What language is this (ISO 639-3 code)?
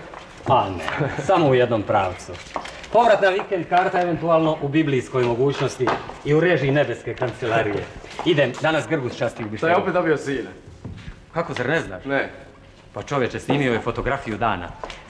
hrv